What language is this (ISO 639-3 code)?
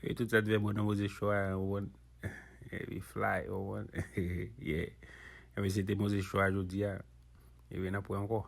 hat